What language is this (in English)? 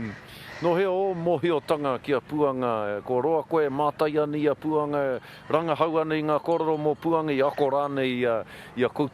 Māori